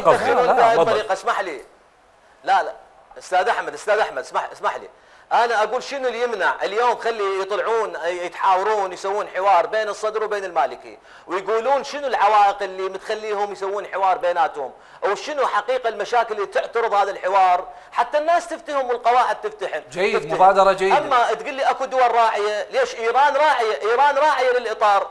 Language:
Mesopotamian Arabic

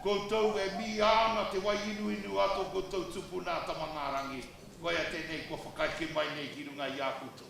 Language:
Māori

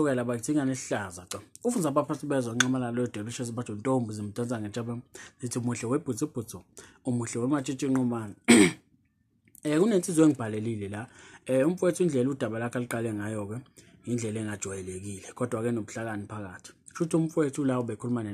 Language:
Zulu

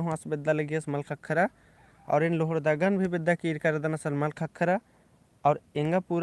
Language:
Kurukh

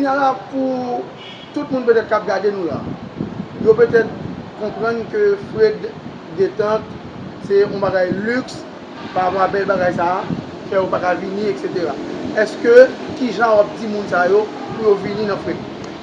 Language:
Haitian Creole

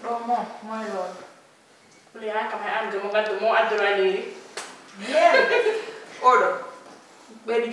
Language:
Fula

